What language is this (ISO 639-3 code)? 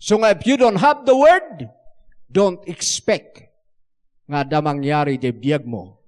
ilo